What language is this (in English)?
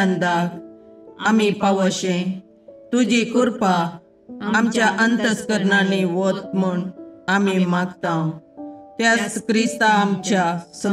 Konkani